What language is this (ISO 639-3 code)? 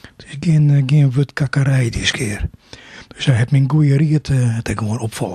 fry